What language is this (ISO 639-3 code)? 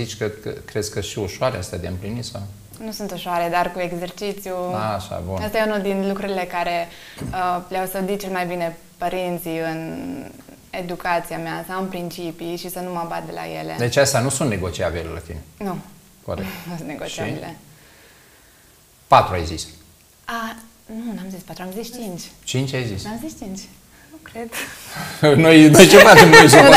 ron